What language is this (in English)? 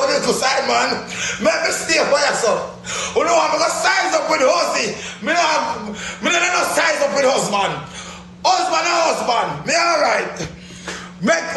Jamaican Creole English